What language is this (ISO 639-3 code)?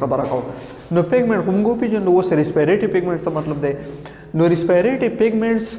pus